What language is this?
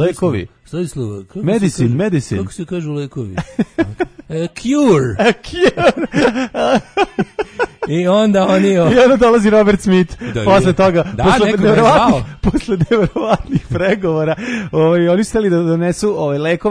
Serbian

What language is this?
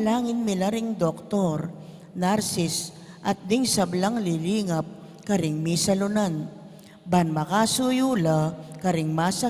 Pampanga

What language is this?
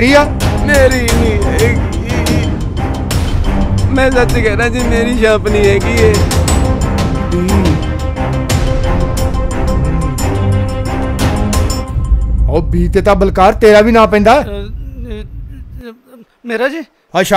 Punjabi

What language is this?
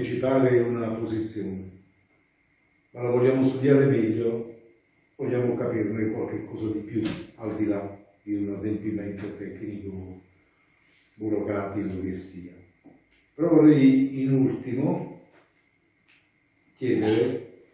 Italian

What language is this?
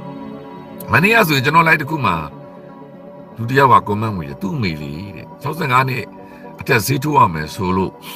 Burmese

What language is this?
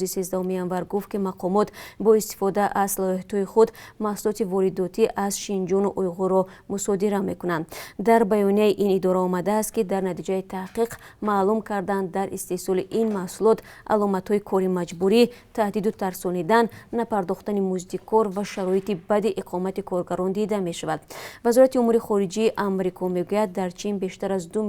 Tajik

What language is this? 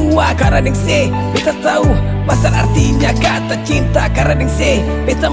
Ambonese Malay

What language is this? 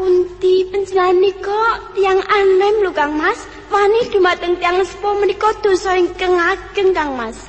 Javanese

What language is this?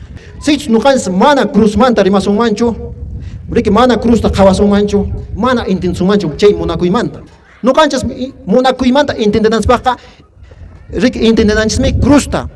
Quechua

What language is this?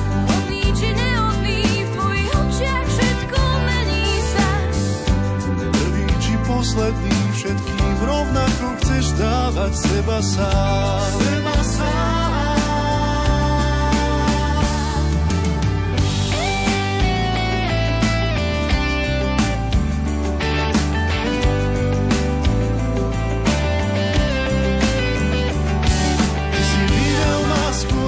Slovak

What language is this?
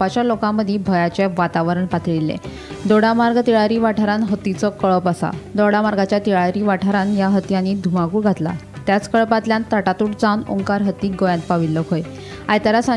Konkani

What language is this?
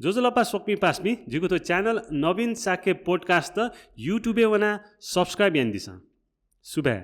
Newari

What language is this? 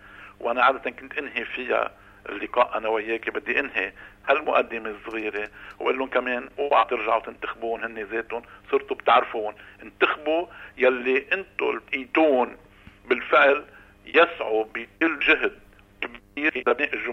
North Levantine Arabic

